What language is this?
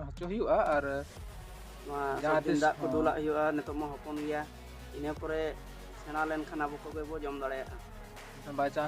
Santali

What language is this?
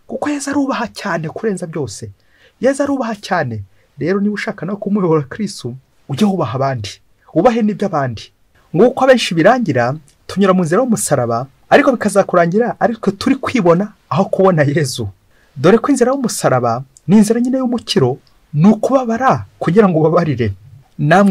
Kinyarwanda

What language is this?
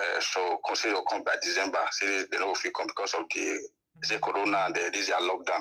Nigerian Pidgin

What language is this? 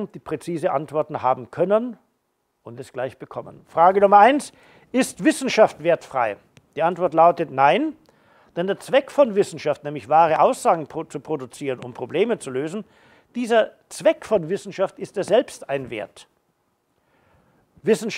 German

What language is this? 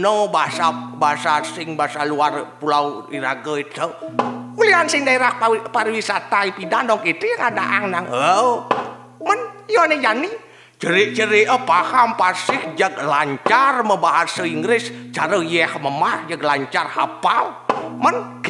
Balinese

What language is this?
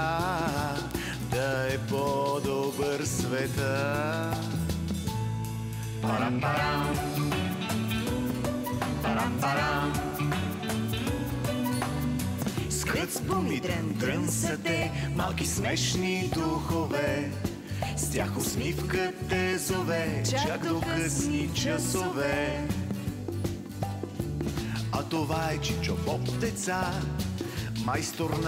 Bulgarian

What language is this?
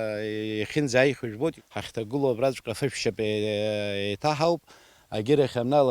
Abkhazian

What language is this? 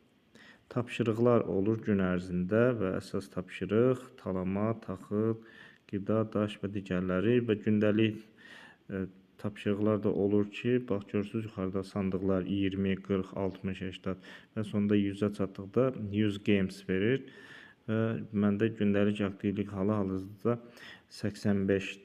Azerbaijani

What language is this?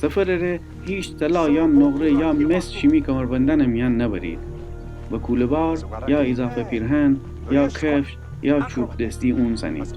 Gilaki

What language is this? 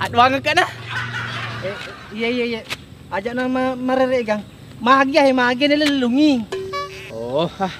Buginese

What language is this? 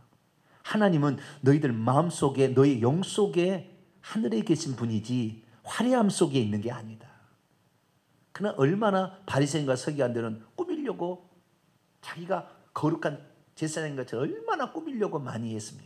Korean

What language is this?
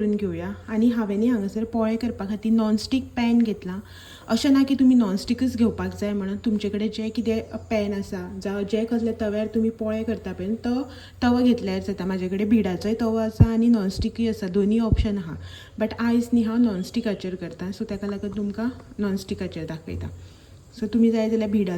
Konkani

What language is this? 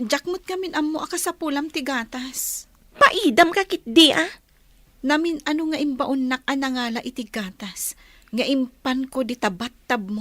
Iloko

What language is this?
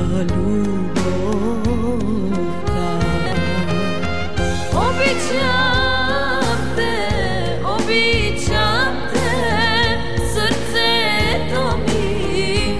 Bulgarian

